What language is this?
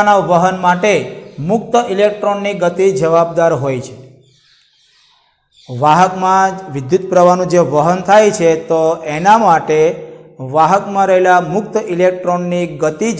Gujarati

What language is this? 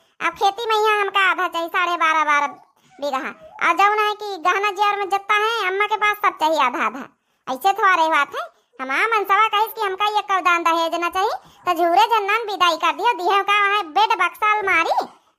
Awadhi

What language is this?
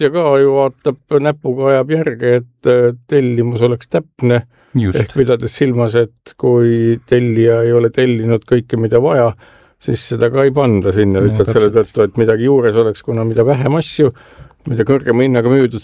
Estonian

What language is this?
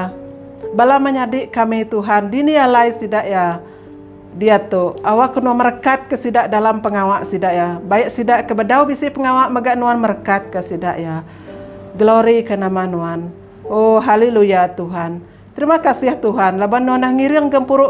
Iban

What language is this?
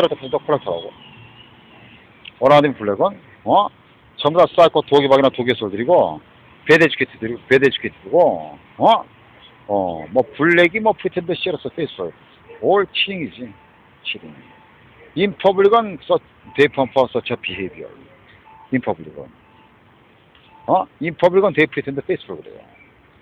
Korean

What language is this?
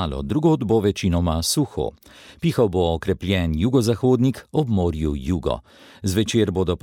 Slovenian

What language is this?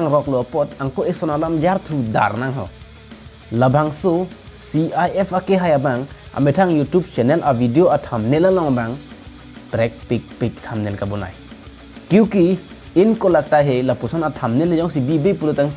Karbi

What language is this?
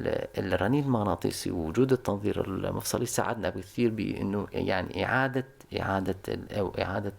North Levantine Arabic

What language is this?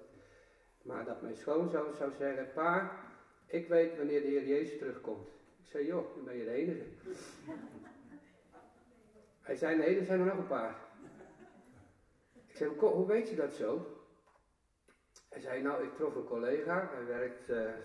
Dutch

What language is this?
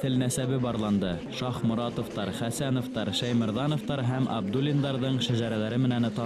Bashkir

